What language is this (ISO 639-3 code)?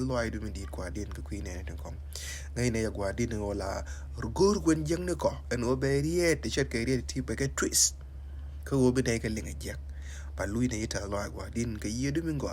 nus